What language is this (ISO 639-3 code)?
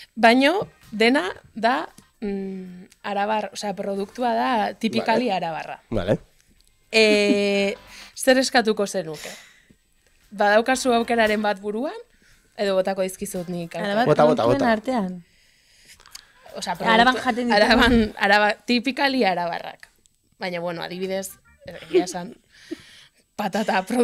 eus